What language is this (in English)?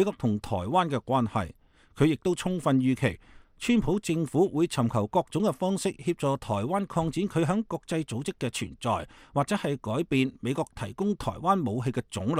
Cantonese